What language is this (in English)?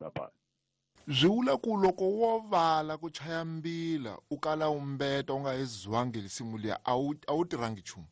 Tsonga